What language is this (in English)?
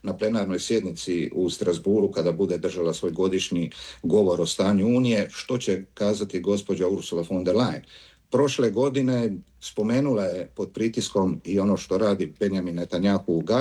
Croatian